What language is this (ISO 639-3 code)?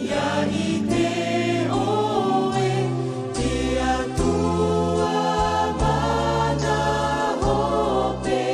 tah